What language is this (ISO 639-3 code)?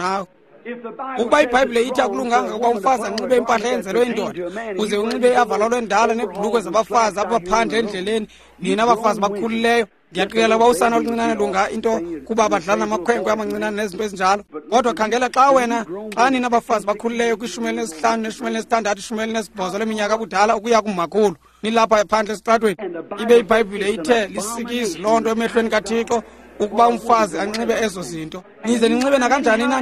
xho